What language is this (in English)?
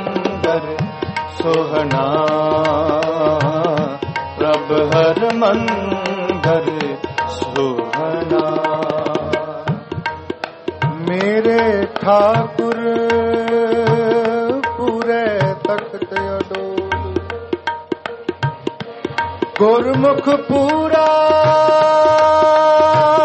Punjabi